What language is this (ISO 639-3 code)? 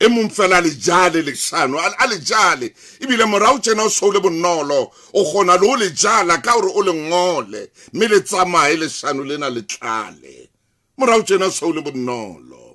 sot